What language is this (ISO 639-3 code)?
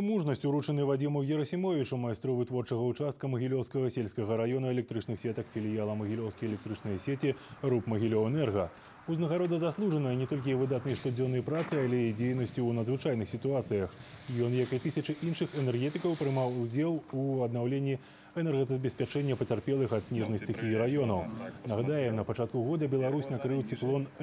bel